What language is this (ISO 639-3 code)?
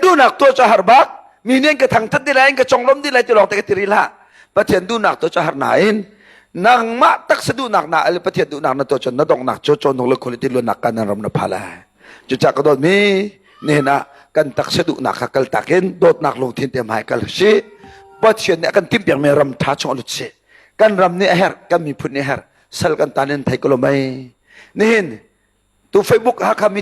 cnh